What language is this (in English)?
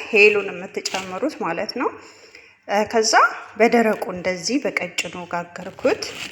Amharic